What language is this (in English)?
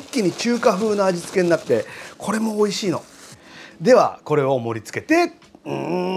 Japanese